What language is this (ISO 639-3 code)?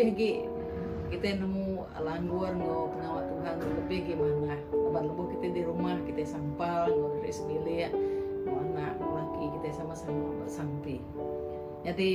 iba